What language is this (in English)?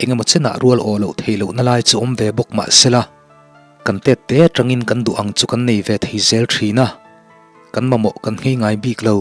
Mizo